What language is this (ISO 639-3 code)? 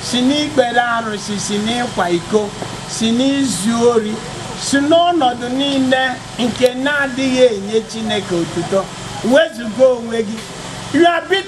ibo